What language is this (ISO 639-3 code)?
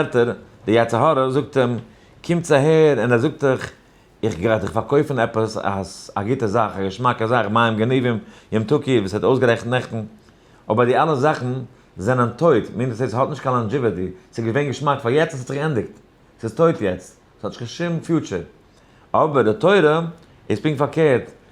yid